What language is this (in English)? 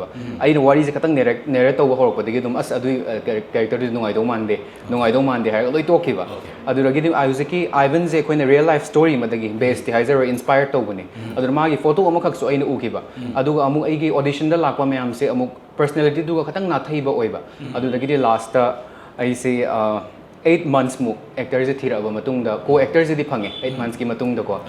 Manipuri